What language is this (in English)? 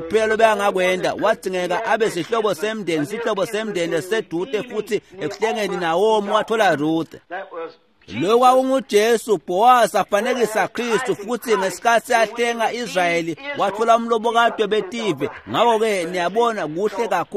Swati